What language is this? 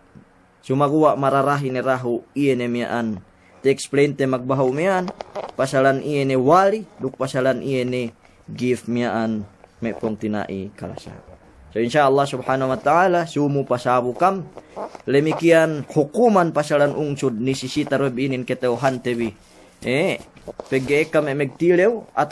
Yakan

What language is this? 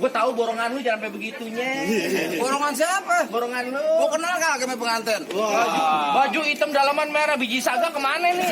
Betawi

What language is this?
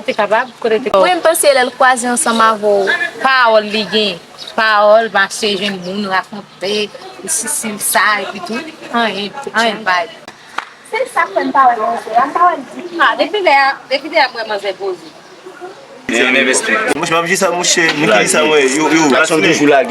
Haitian Creole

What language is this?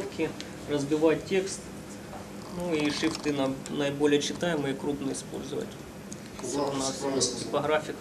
Russian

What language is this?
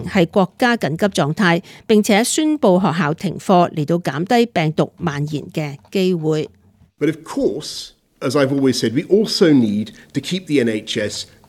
Cantonese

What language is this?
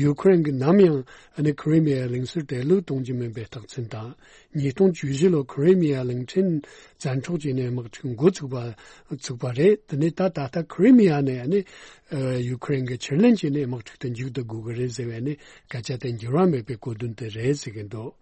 Tibetan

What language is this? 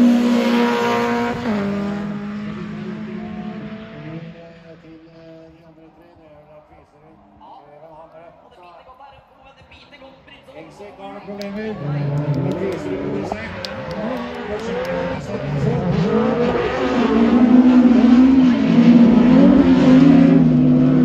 Norwegian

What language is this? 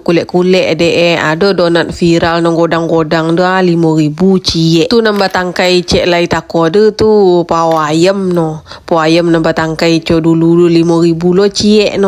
Minangkabau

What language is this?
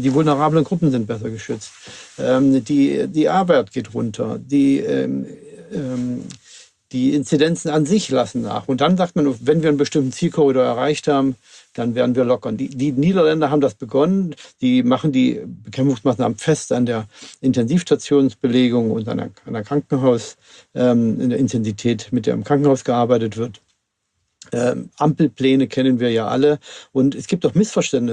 German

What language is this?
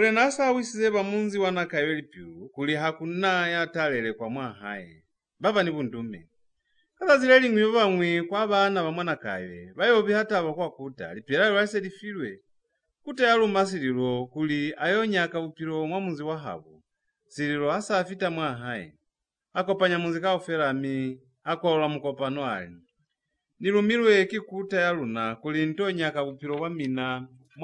Lozi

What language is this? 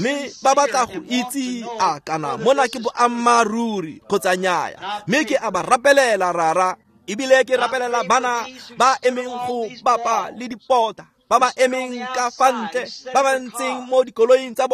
Tswana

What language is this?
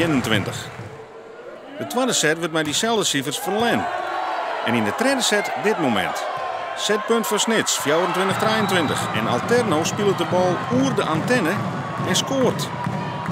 Western Frisian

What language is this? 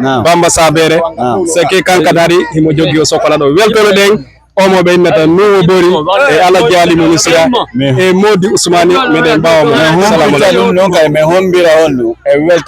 Fula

